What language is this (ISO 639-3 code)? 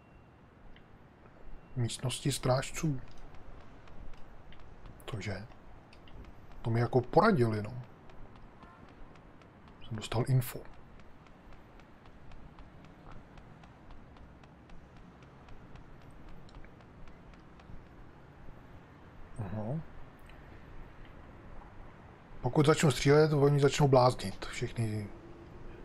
ces